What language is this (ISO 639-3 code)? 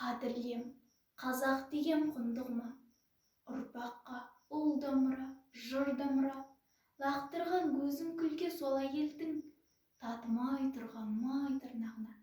kaz